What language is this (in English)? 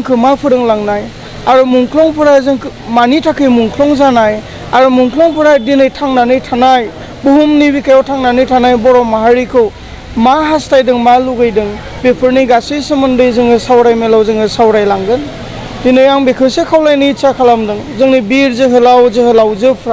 Bodo